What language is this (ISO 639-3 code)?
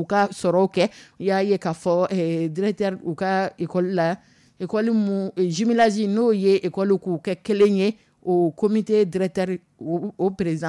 dyu